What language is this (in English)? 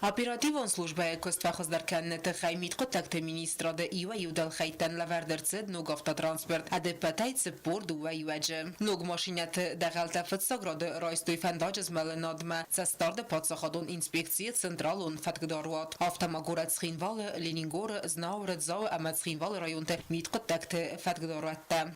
Ossetic